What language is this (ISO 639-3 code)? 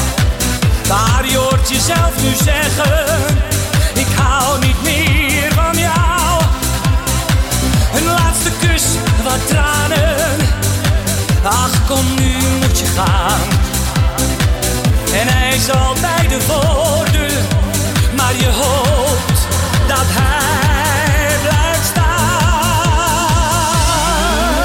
nld